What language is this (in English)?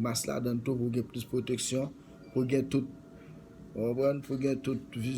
Haitian Creole